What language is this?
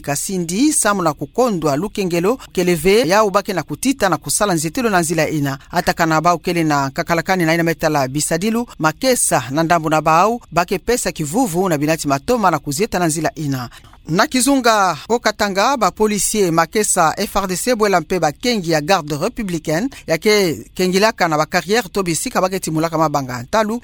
Kituba (Democratic Republic of Congo)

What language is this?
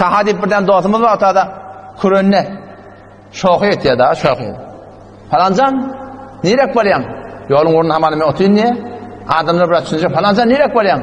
Turkmen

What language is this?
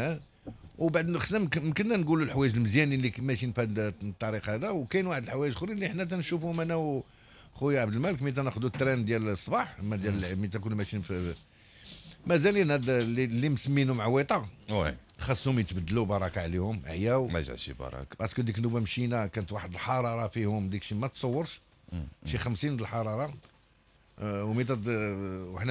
Moroccan Arabic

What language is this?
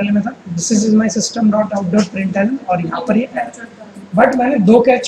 Hindi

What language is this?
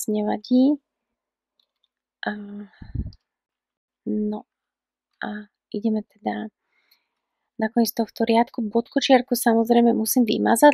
Slovak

